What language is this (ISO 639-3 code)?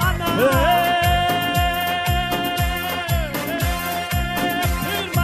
fas